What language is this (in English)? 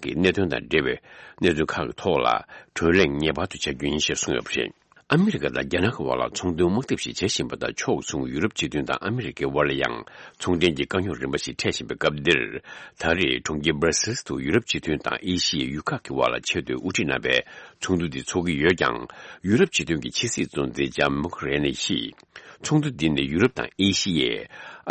Tibetan